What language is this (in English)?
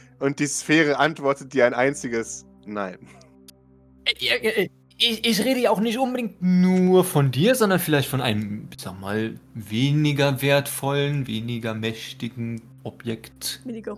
German